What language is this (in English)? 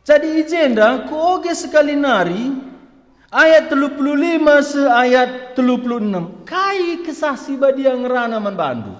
Batak Karo